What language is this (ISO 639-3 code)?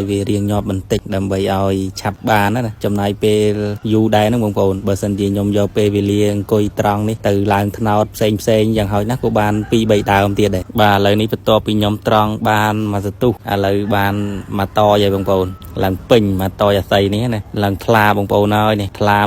khm